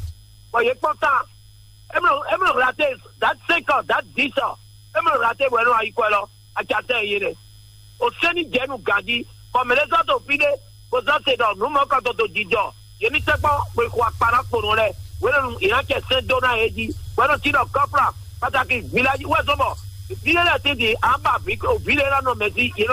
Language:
Fon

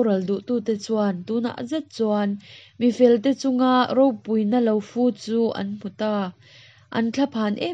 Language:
Hakha Chin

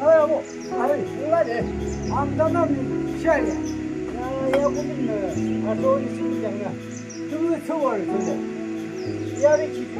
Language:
Yimchungru Naga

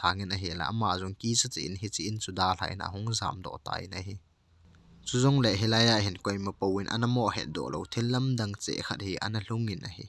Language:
Thado Chin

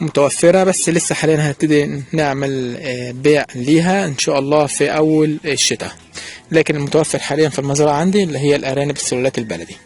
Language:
Egyptian Arabic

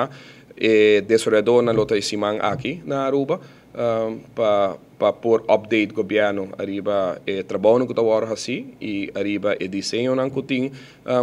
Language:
Papiamento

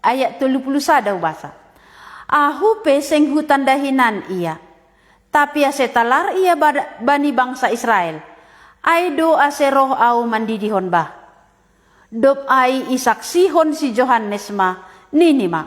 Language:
Batak Simalungun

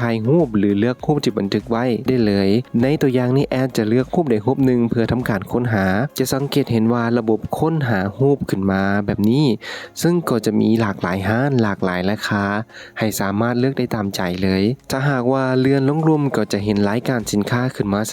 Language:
Lao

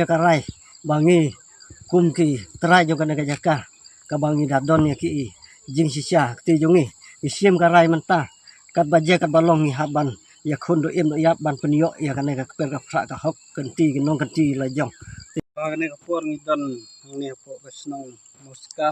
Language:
Khasi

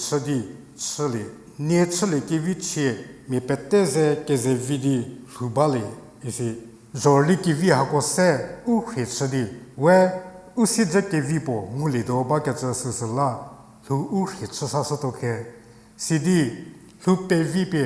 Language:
Angami Naga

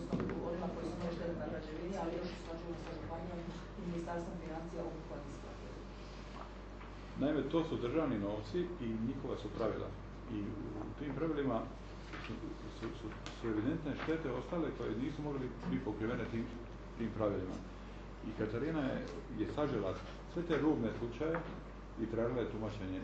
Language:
Croatian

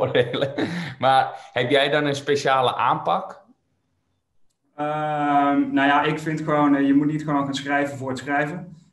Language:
Dutch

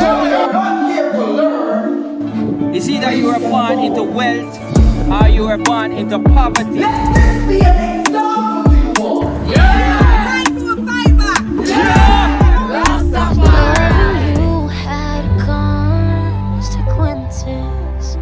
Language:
Jamaican Creole English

